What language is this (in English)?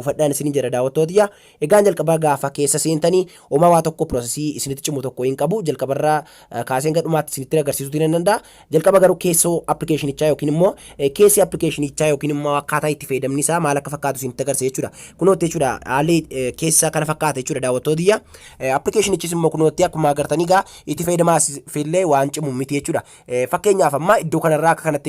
Oromo